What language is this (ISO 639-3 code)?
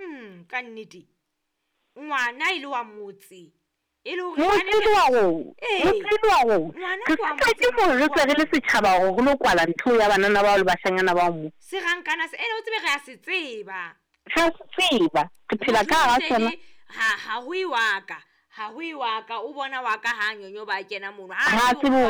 sot